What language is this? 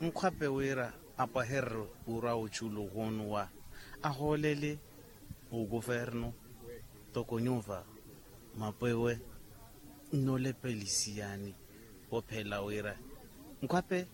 Makhuwa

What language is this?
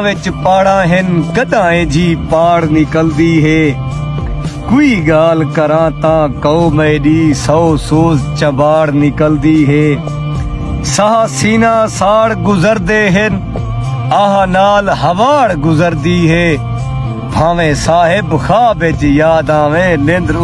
Saraiki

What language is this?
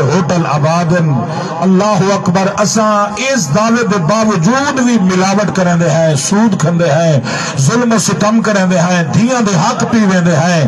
Saraiki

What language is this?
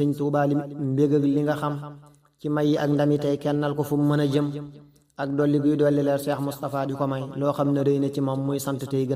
Wolof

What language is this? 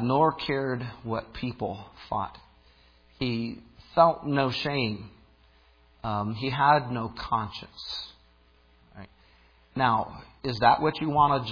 English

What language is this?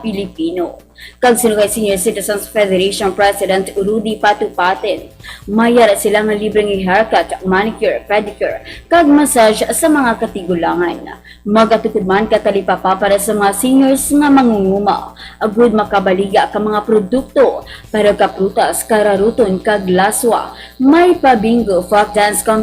Hiligaynon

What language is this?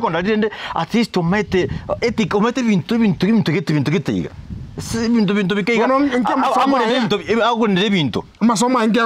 Gusii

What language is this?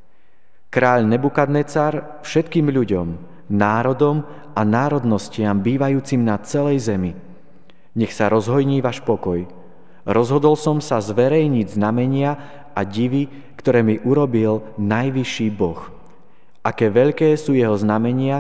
Slovak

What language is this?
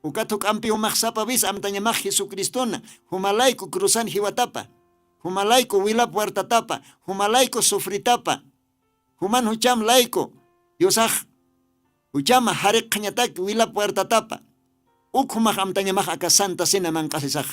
Aymara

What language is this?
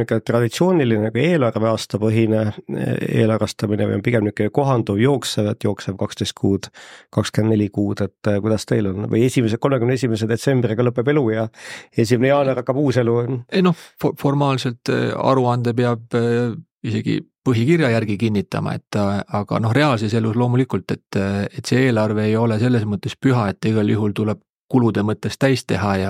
Estonian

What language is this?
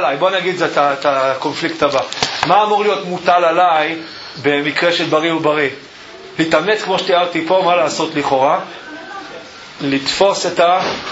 Hebrew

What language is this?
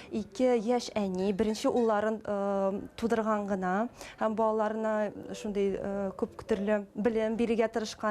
Tatar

